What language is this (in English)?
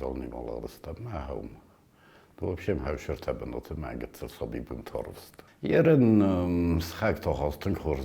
Ossetic